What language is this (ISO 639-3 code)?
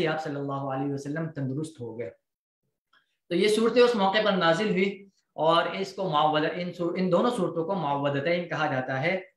urd